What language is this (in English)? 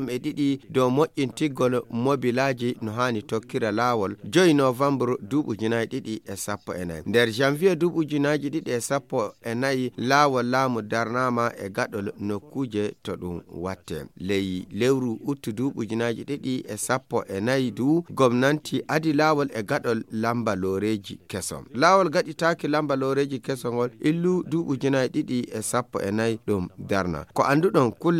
Nigerian Fulfulde